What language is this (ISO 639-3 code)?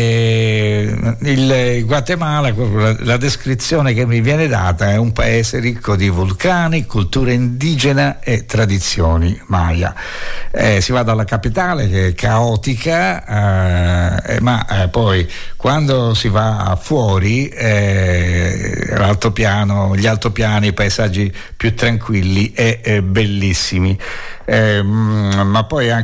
ita